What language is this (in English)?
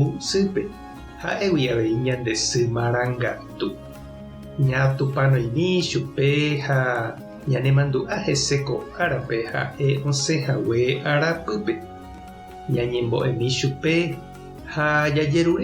Guarani